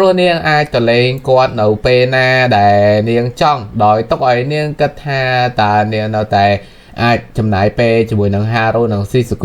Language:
Khmer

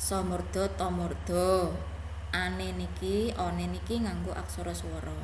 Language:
Javanese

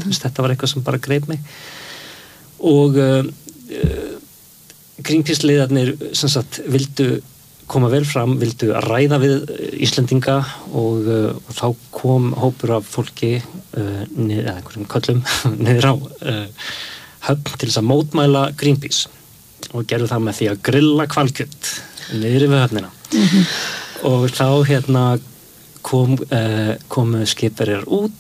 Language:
Icelandic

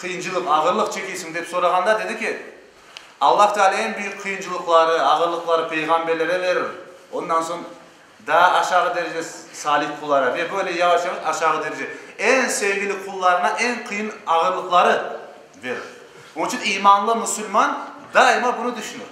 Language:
Crimean Tatar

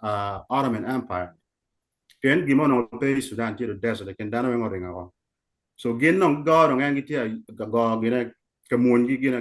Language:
Acoli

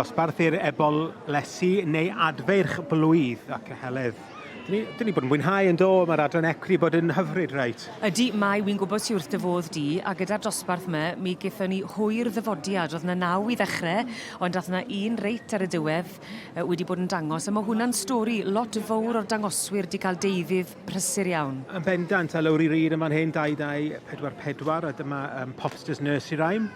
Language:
Welsh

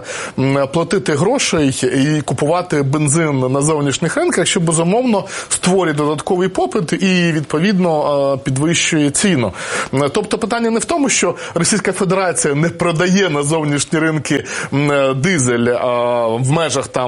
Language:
Ukrainian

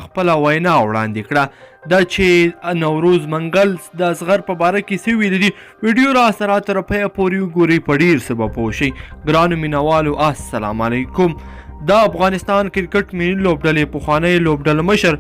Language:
Pashto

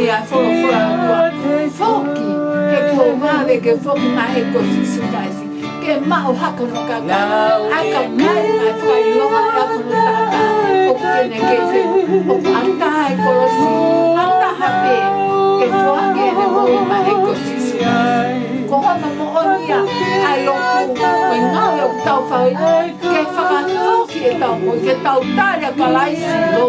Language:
Tongan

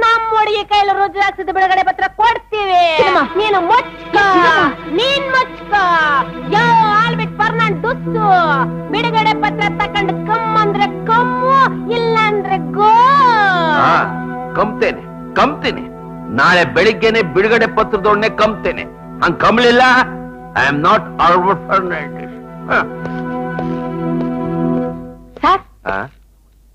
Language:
Kannada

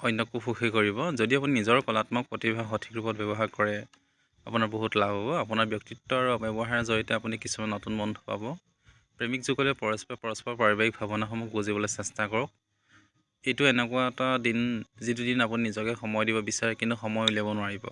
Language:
Assamese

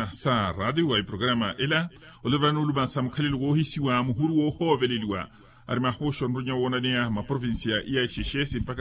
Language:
Makhuwa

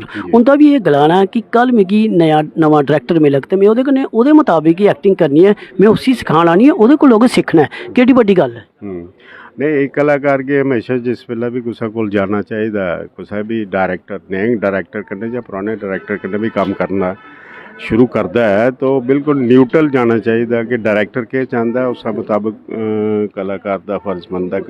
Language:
Dogri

